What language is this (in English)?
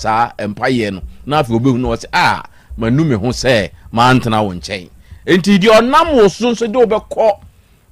Akan